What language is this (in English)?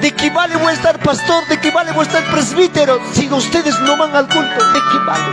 Ayacucho Quechua